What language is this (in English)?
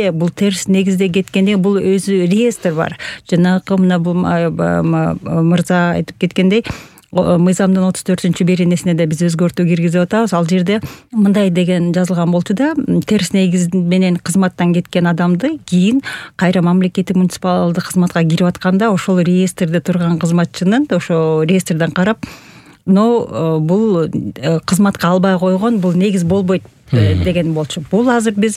Kyrgyz